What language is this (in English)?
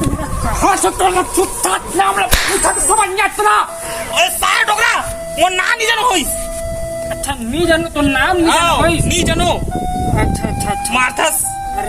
Chhattisgarhi